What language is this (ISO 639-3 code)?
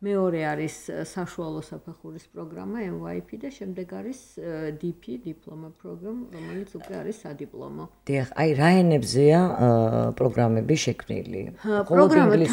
kat